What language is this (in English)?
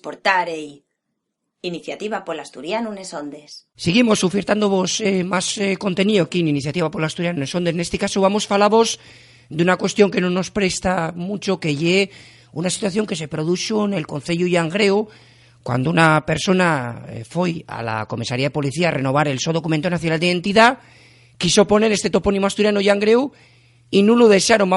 Asturian